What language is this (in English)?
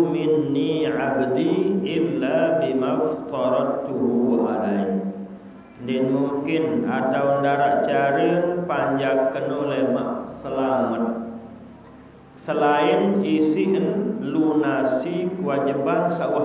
Sasak